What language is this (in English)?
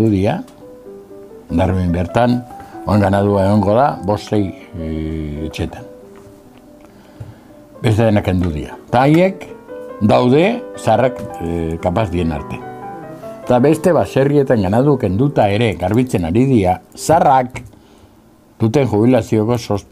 Basque